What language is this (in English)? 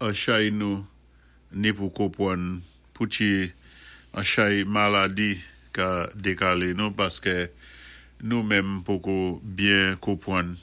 Saint Lucian Creole French